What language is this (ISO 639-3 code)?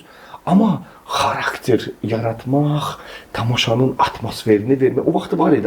aze